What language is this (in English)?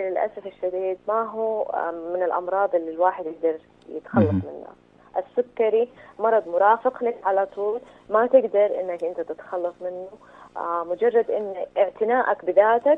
Najdi Arabic